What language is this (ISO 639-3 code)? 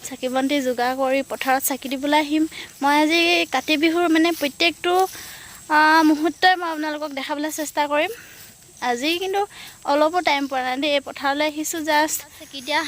asm